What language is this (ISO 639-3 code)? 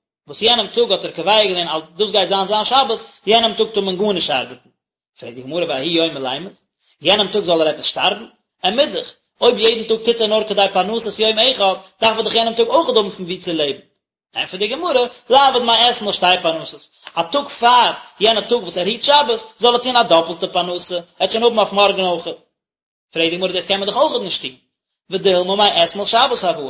yid